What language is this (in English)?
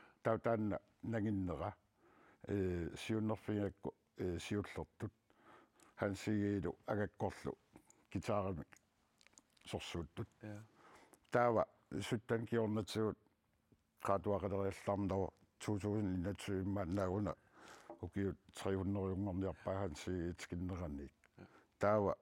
Kalaallisut